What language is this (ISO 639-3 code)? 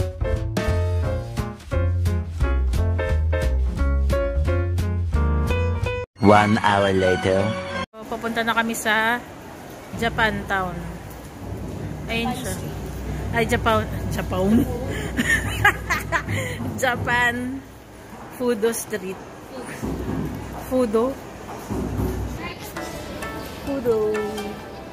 fil